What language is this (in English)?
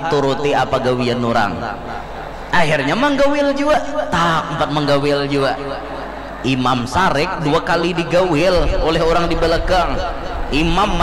Banjar